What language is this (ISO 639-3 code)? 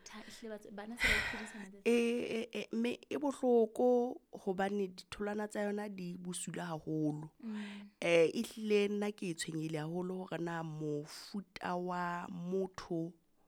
sot